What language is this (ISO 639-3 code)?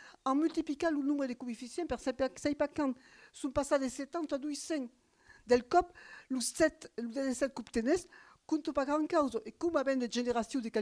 oci